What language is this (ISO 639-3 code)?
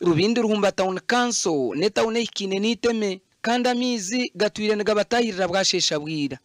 nyn